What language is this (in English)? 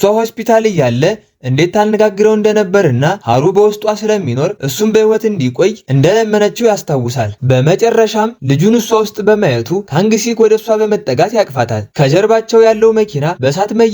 Amharic